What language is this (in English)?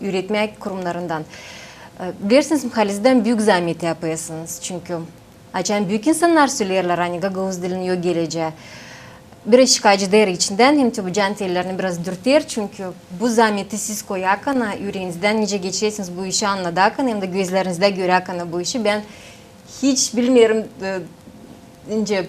Gagauz